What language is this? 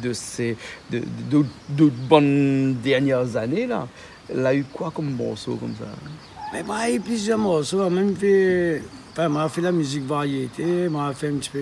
Réunion Creole French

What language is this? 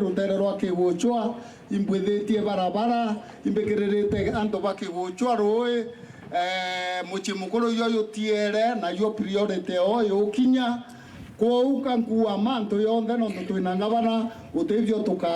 Meru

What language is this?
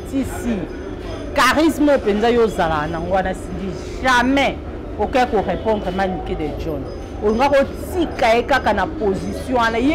Lingala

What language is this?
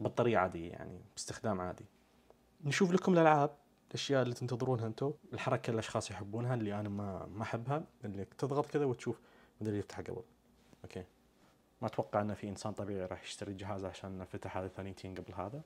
Najdi Arabic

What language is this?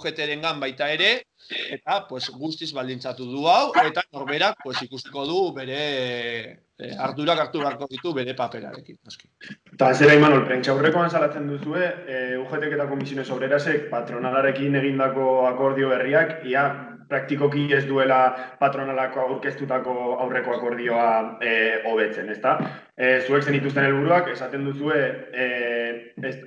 Basque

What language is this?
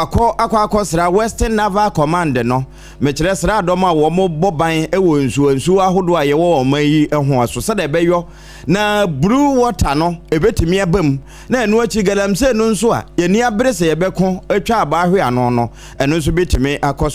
Akan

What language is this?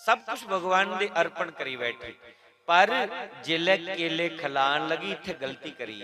Dogri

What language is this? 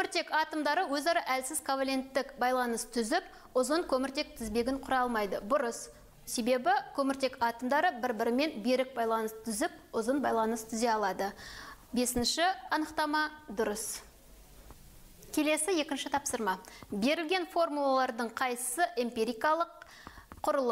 Kazakh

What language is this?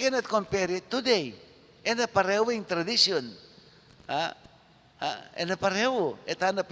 Pampanga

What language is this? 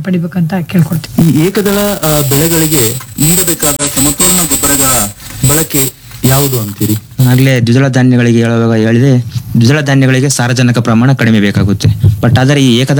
Kannada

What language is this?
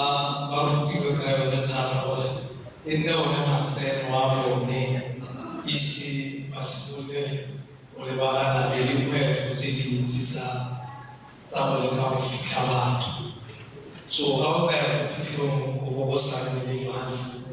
Tswana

